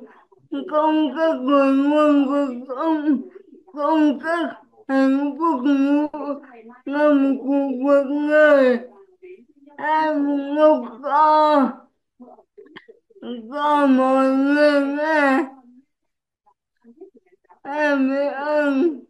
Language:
Vietnamese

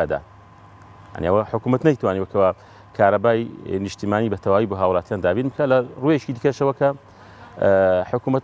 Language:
Central Kurdish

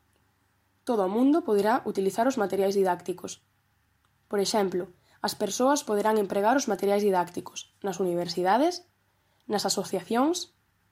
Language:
Galician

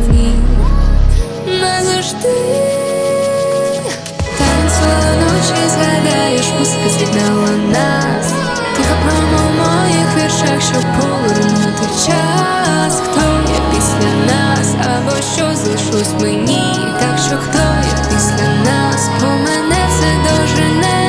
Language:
Ukrainian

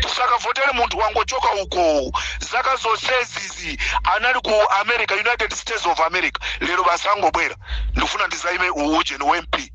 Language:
Nyanja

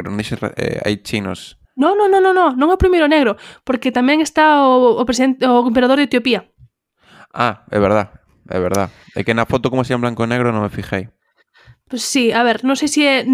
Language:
Galician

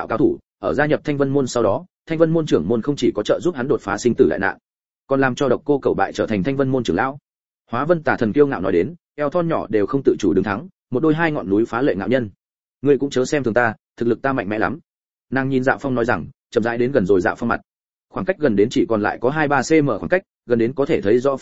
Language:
Vietnamese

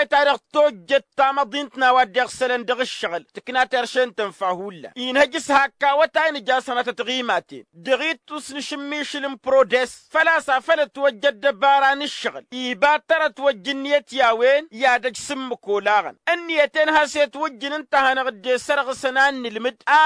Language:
Tamasheq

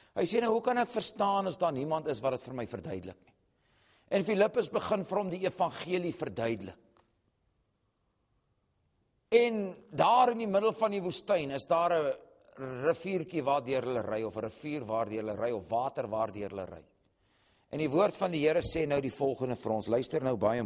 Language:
Afrikaans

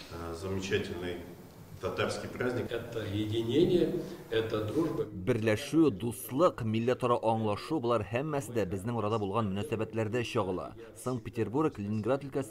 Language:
Tatar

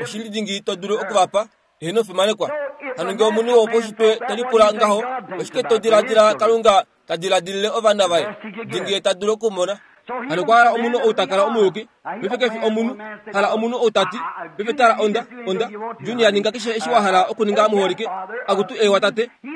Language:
Kuanyama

